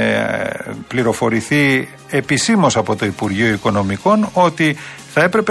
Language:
Greek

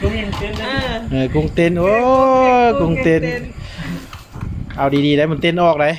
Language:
Lao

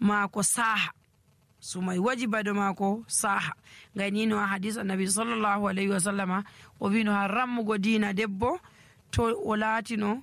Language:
Nigerian Fulfulde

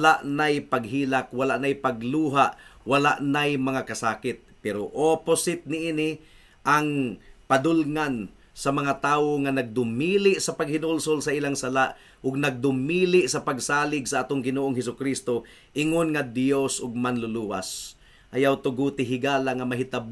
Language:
Cebuano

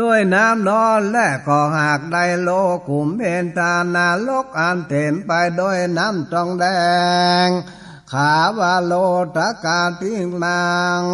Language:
Northern Thai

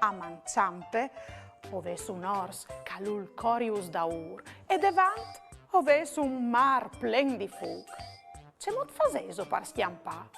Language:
Friulian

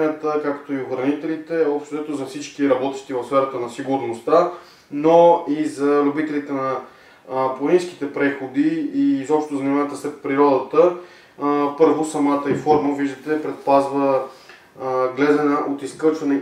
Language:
Bulgarian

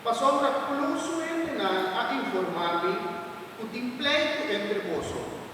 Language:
Papiamento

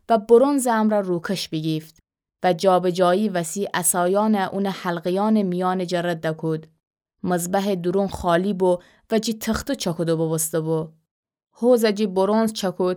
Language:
Gilaki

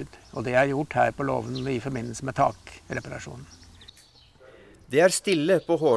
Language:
Norwegian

